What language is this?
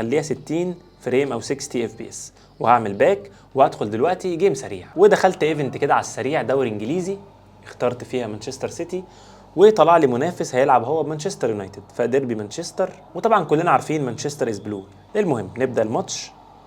Egyptian Arabic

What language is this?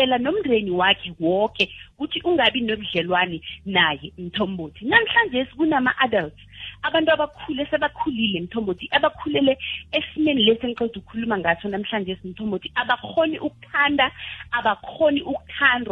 South Ndebele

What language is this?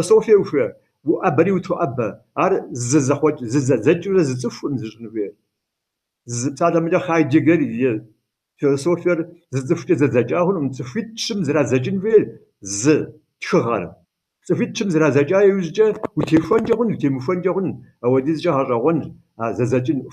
Kabardian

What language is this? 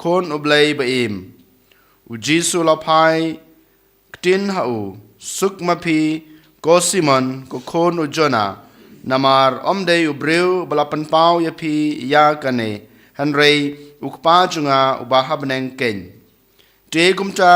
Khasi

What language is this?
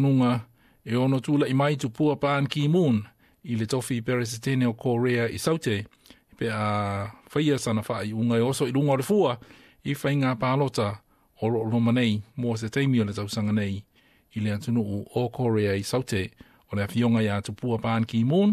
Samoan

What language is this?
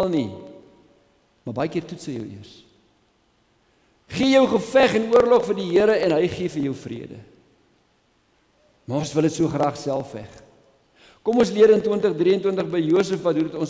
Afrikaans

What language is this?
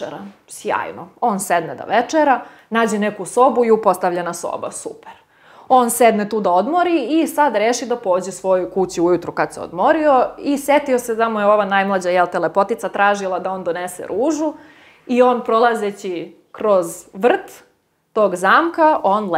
Serbian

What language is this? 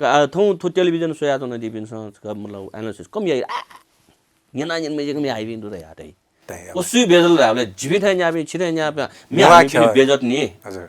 Newari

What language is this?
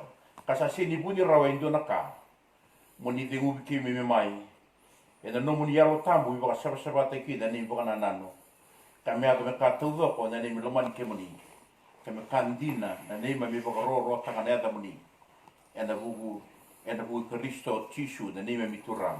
Fijian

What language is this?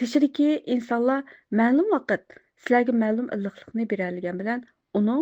Uyghur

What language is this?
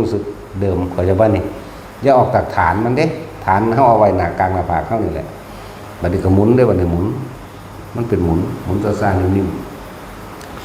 Northeastern Thai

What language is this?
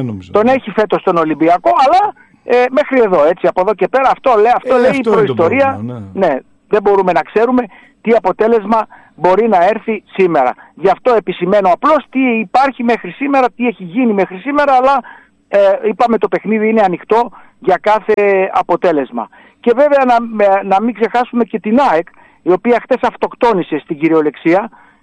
Greek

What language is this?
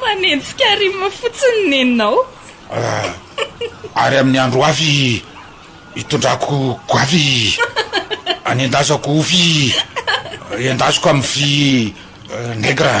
Malagasy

